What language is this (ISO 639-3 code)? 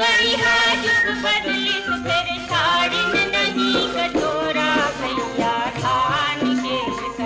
hne